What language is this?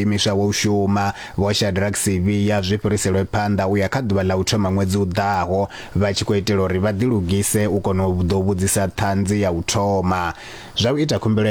Venda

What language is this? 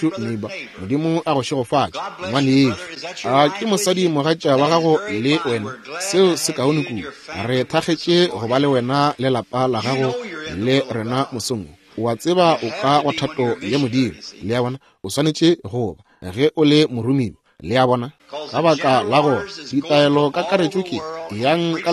Northern Sotho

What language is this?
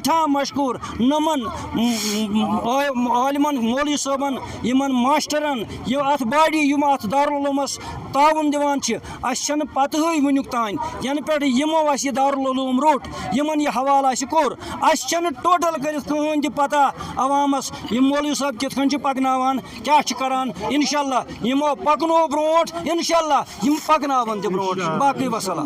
Kashmiri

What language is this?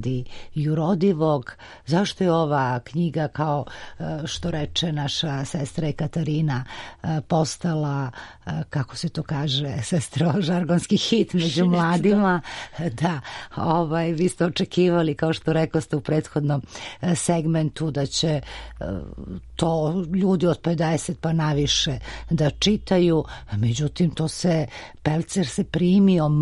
Serbian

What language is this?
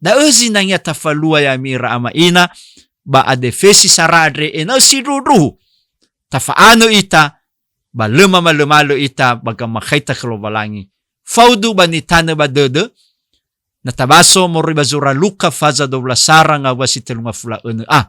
Nias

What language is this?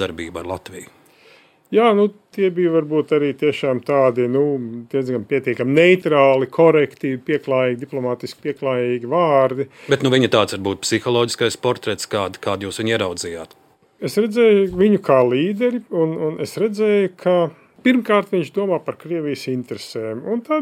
Latvian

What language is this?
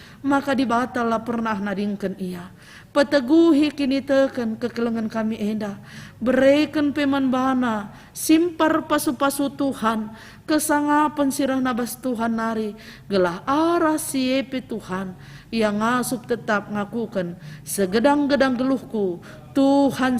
Batak Karo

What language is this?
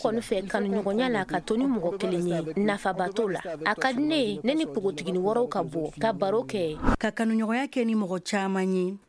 Bambara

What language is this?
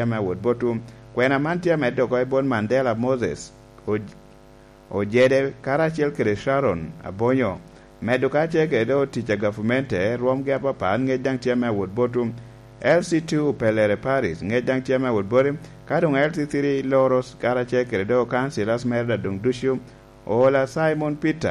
Lango (Uganda)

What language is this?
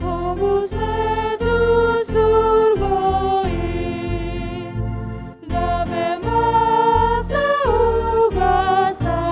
Batak Toba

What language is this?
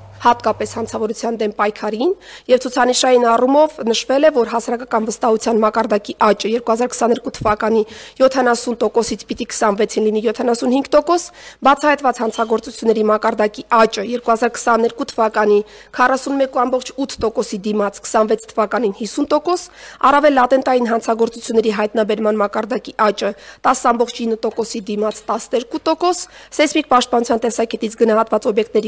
Armenian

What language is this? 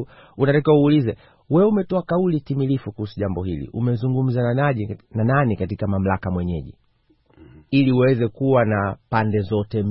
Swahili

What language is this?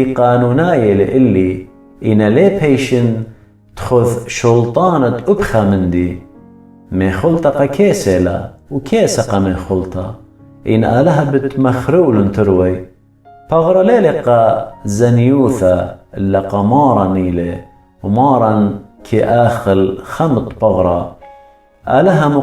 Assyrian Neo-Aramaic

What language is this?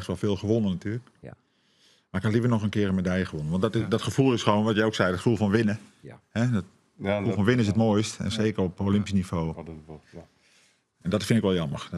Western Frisian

